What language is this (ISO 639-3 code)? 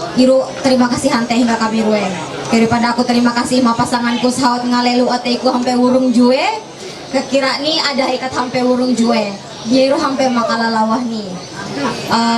mhy